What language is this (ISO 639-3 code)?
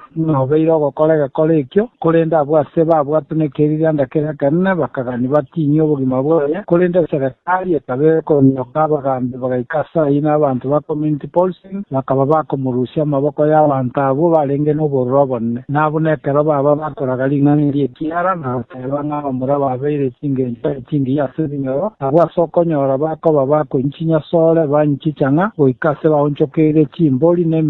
guz